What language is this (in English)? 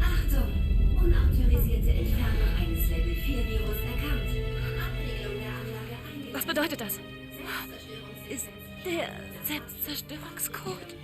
Bavarian